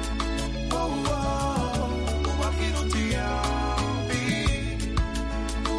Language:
Kinyarwanda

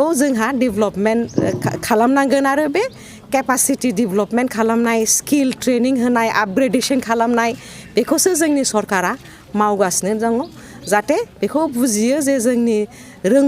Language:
Bodo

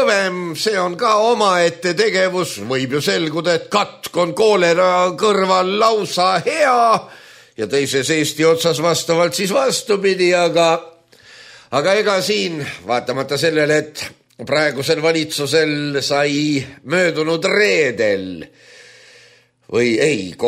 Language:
Estonian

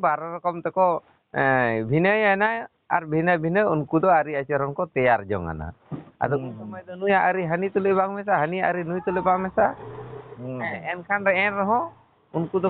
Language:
Santali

